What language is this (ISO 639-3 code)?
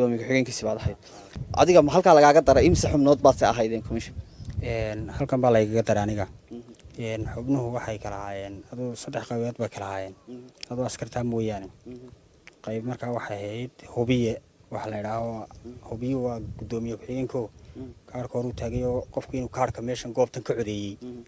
som